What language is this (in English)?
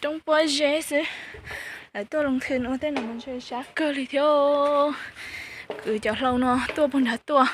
Hmong